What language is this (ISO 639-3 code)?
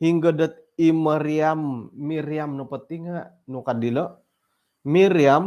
dtp